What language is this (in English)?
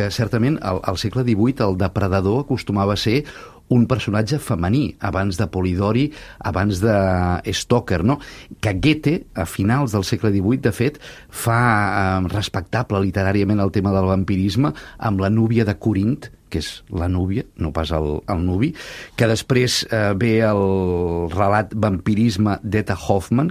Catalan